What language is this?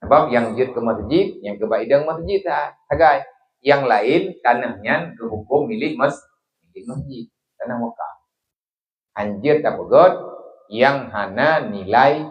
Achinese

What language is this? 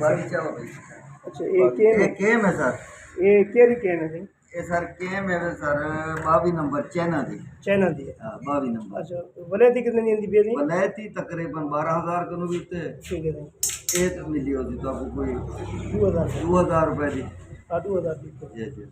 Saraiki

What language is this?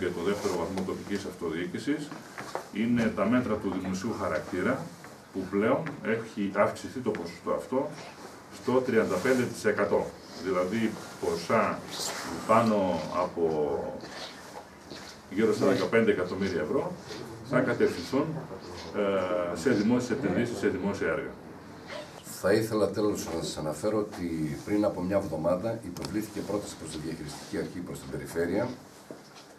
Greek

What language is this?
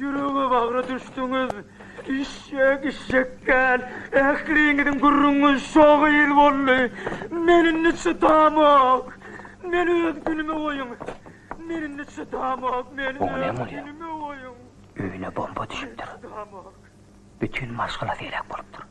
Turkmen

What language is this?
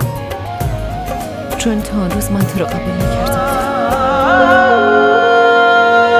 Persian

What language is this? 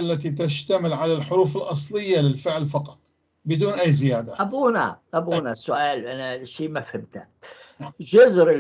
North Levantine Arabic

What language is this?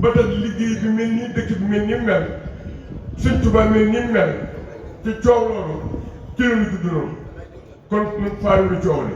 Wolof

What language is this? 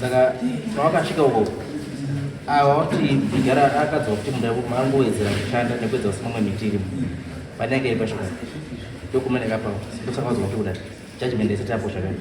Shona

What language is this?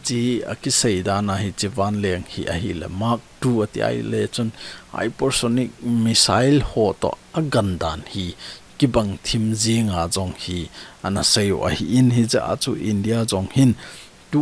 Thado Chin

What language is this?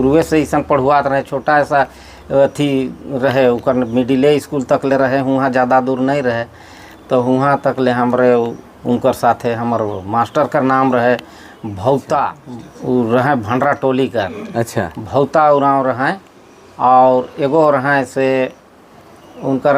Sadri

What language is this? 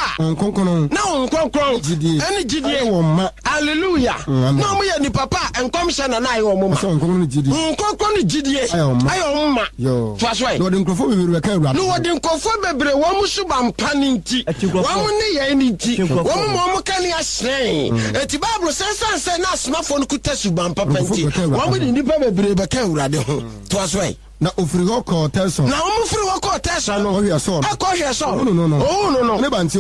Akan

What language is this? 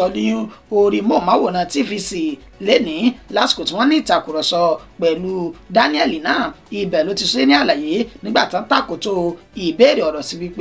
Yoruba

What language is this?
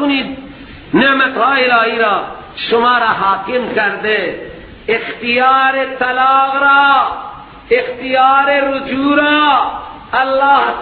Persian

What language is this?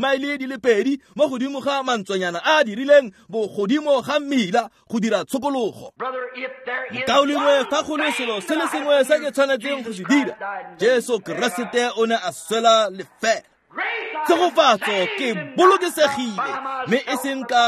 Tswana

